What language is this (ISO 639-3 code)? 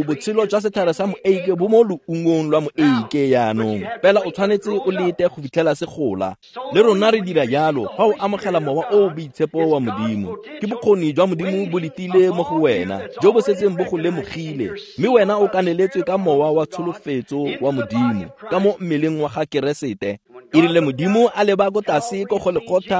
tsn